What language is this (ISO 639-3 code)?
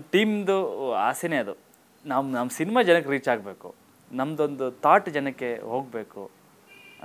kan